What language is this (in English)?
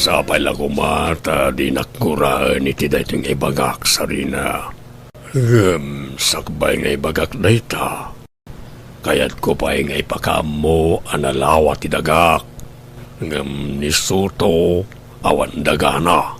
Iloko